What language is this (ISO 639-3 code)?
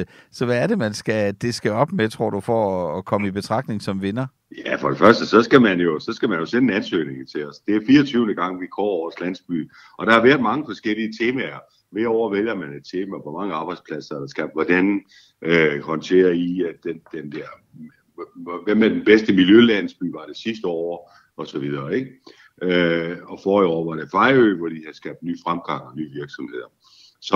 dan